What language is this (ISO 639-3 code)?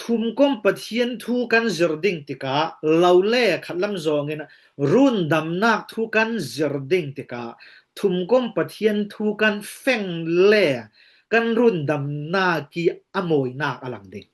cfm